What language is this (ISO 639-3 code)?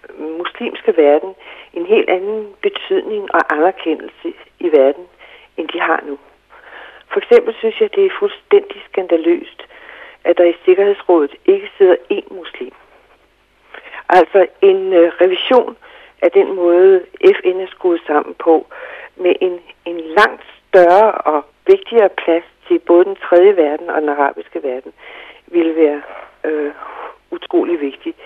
dan